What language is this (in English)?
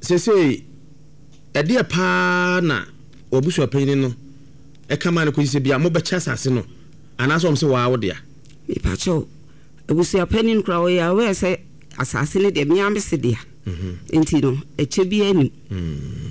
Akan